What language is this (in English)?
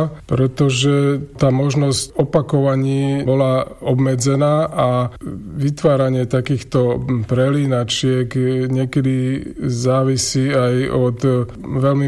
Slovak